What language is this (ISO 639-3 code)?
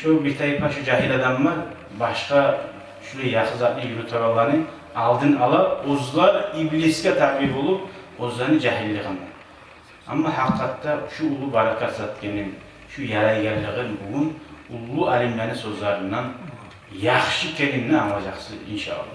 kum